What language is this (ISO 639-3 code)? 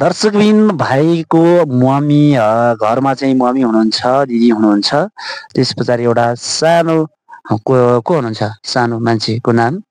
nep